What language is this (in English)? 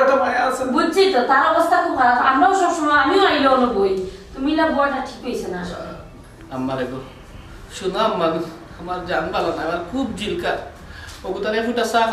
Sylheti